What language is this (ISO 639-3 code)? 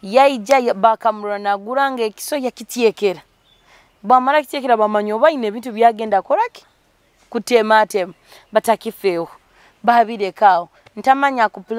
nyo